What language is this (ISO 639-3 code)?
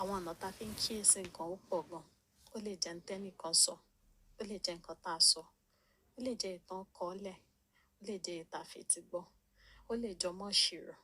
yor